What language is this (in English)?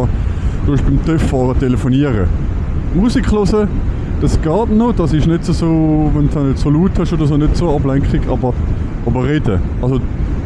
Swiss German